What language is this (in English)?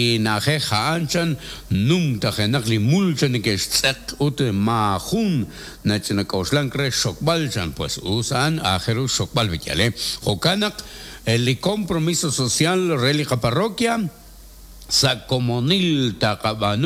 Kekchí